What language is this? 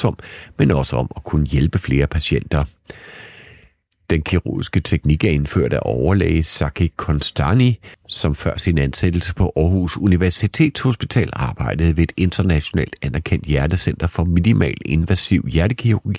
Danish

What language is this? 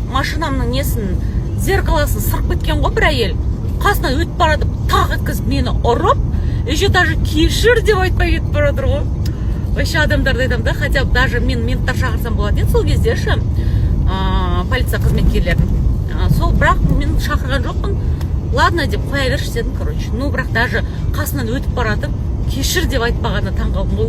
Kazakh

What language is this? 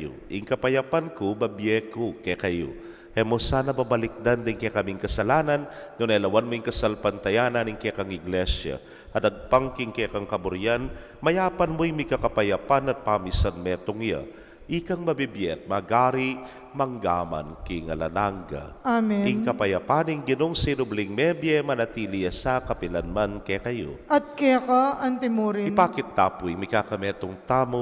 Pampanga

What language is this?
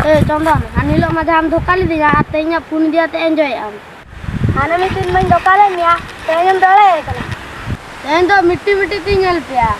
Santali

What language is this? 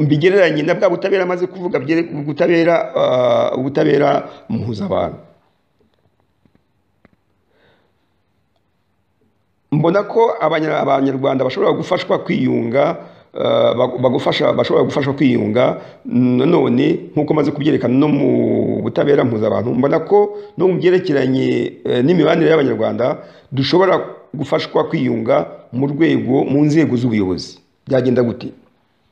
Kinyarwanda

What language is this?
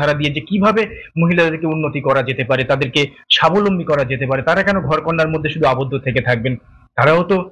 Bangla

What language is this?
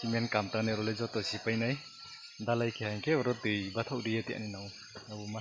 Riang (India)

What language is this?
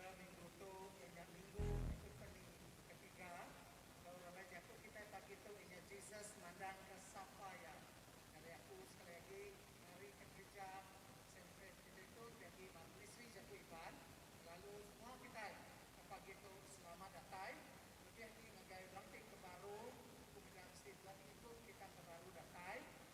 Iban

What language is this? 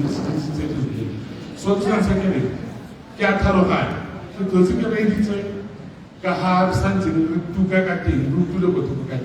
Tswana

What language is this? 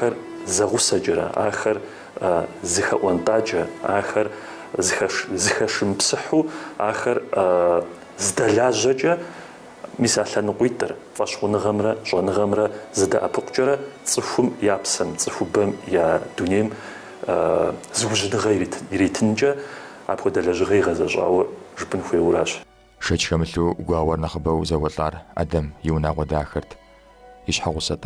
Kabardian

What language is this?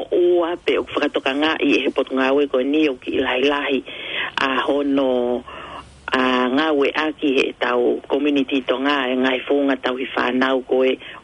Tongan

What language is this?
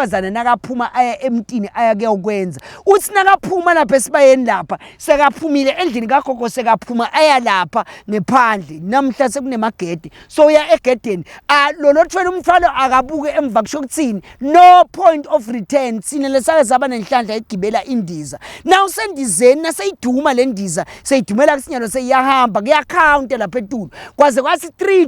Swati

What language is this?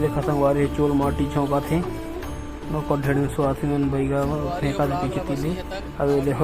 Chhattisgarhi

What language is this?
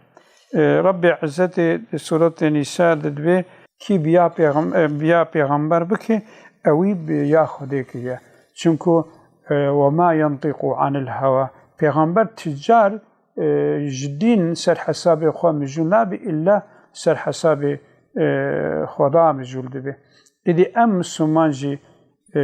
Kurdish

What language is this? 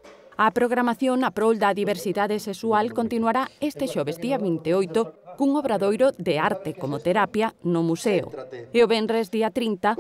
Galician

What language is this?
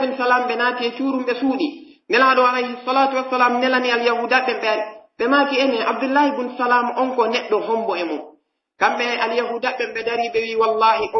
Pular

